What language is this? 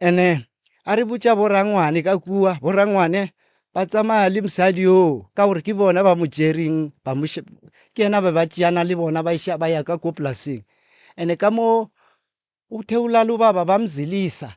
Northern Sotho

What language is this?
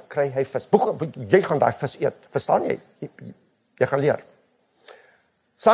Afrikaans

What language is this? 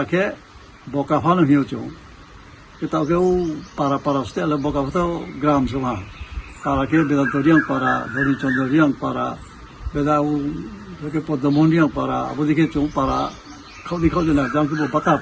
Riang (India)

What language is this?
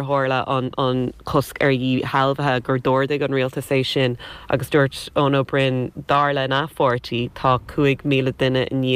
Irish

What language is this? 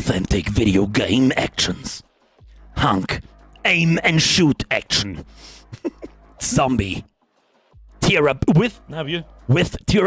Bavarian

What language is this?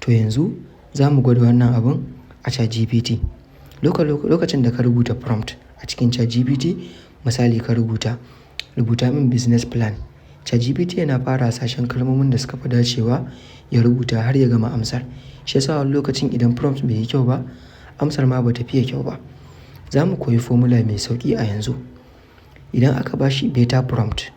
Hausa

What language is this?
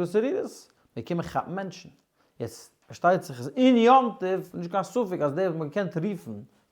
Yiddish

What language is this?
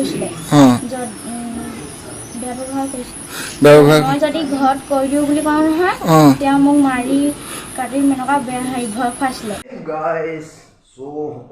Assamese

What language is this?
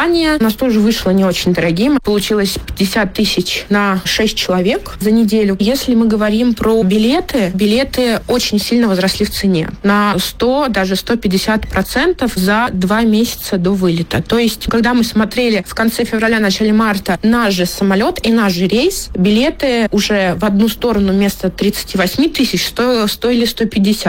Russian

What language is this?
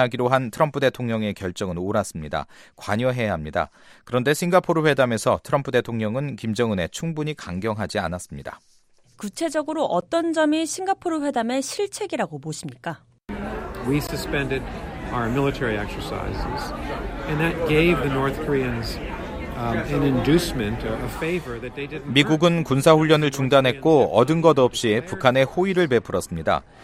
Korean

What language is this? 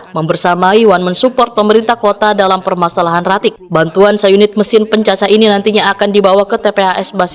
Banjar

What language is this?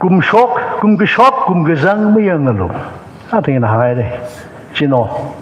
Tangkhul Naga (India)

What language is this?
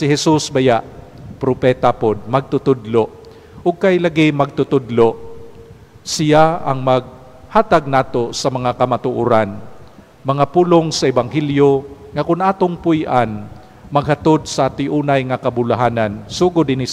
Cebuano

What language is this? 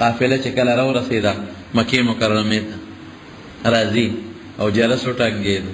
Pashto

